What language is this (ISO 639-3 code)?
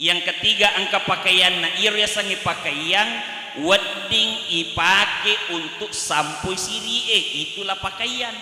bug